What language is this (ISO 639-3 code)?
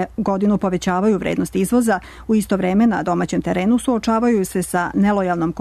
srp